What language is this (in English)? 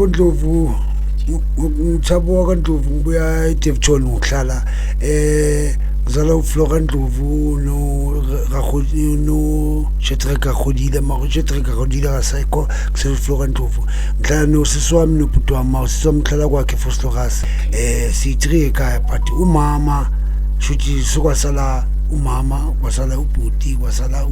Zulu